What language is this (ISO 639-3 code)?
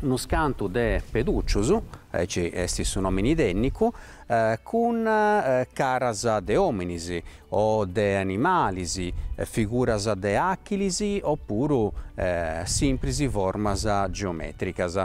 srd